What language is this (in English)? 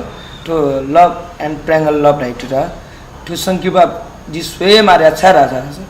Newari